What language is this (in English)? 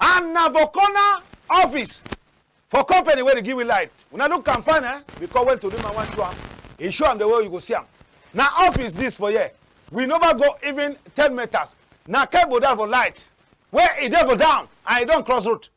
Cameroon Pidgin